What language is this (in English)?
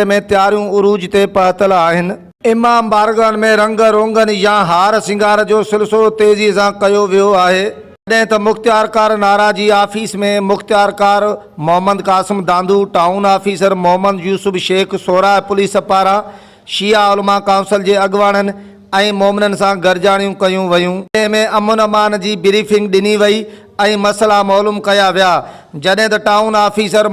Sindhi